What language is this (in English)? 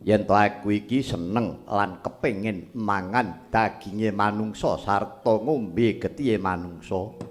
Javanese